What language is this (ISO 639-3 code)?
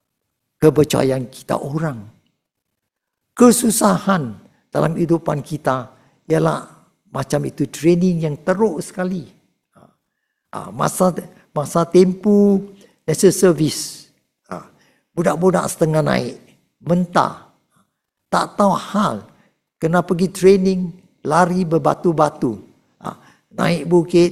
msa